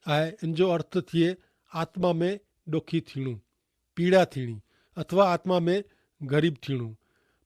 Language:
Kachhi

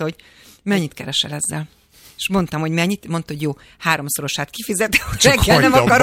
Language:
Hungarian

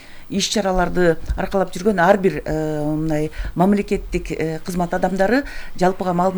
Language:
Kyrgyz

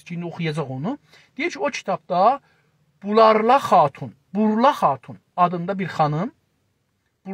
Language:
South Azerbaijani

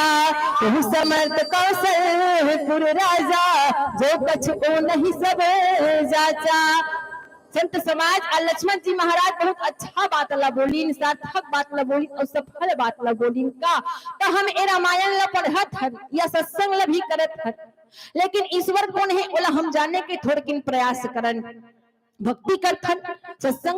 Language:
Chhattisgarhi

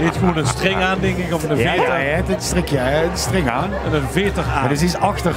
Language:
Limburgish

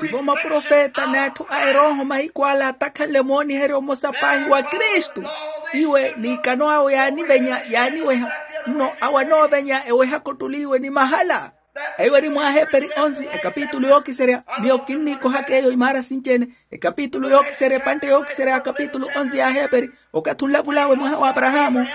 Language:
Makhuwa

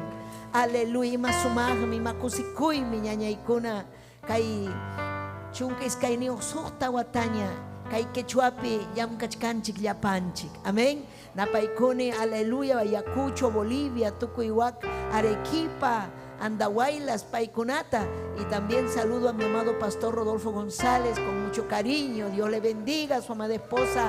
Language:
Ayacucho Quechua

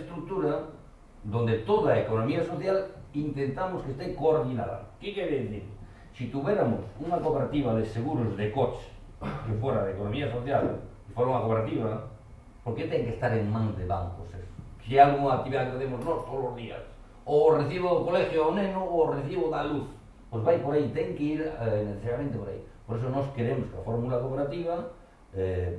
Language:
Galician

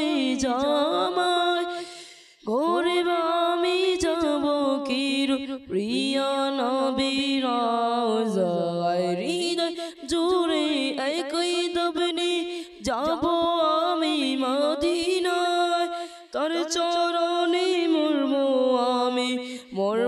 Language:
Bangla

